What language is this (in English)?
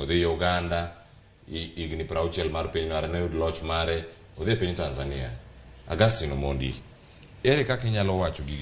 Luo (Kenya and Tanzania)